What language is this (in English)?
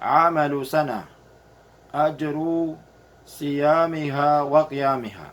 Maranao